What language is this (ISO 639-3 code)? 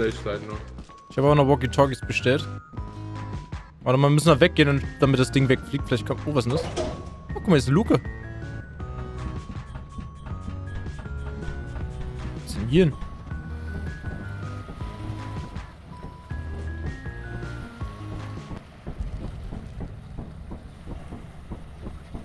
deu